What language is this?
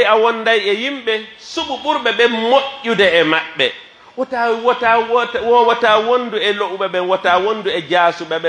Pular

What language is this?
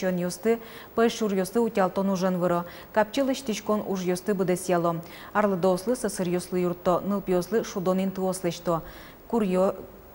Udmurt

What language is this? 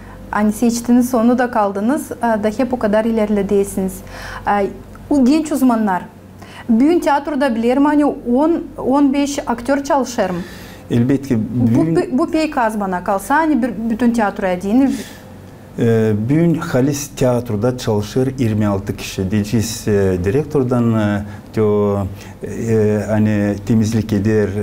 Gagauz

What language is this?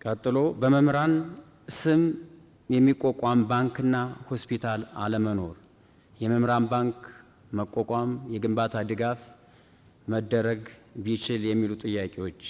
Amharic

